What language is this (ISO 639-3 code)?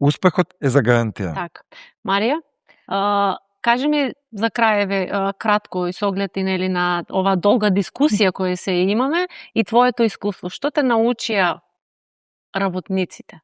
mkd